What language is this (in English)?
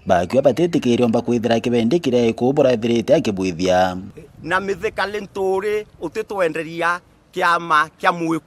Meru